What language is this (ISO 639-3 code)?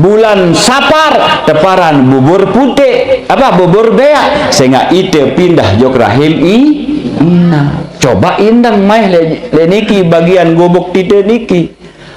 sas